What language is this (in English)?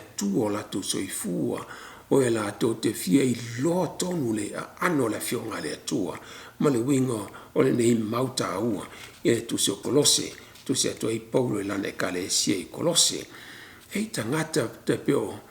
Samoan